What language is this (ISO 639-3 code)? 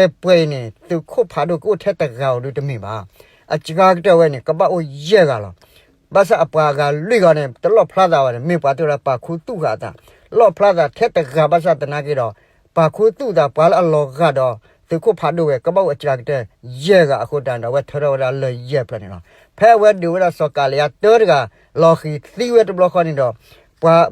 ksw